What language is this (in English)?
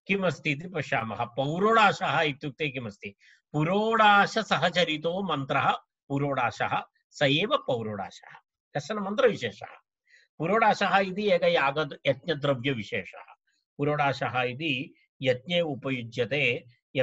Sanskrit